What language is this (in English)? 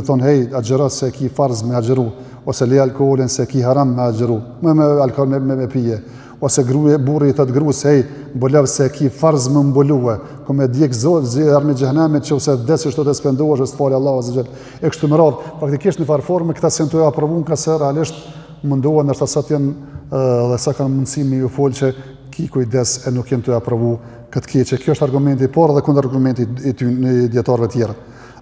Albanian